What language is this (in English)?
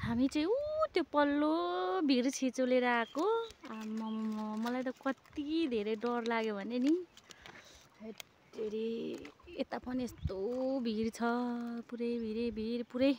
Nepali